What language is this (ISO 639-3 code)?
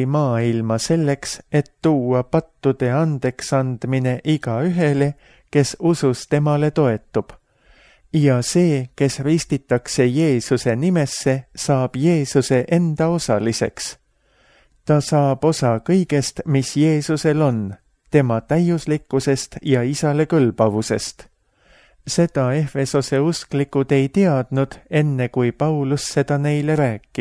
est